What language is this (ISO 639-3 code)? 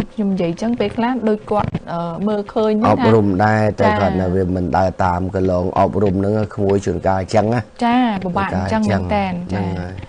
khm